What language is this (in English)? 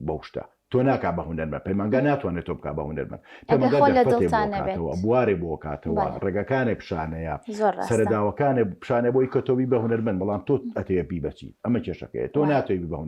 Central Kurdish